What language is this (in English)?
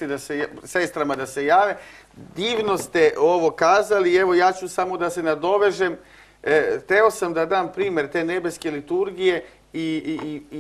Serbian